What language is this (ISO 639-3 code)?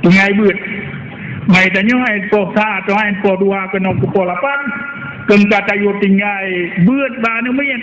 ace